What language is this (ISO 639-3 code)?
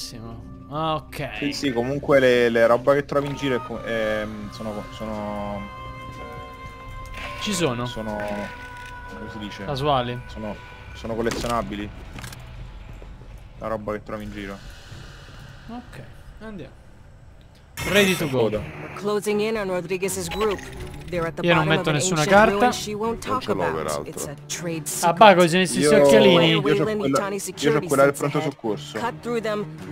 ita